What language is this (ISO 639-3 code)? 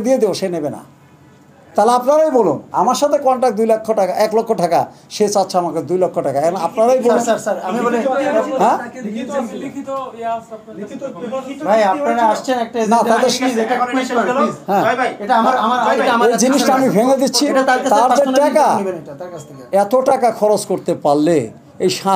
ben